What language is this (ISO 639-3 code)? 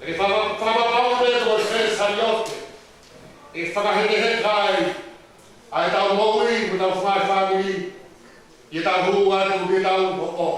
ton